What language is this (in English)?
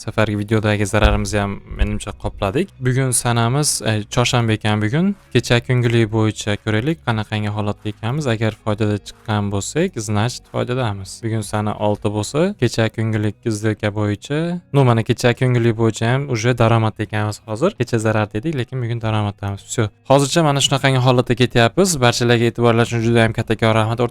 Uzbek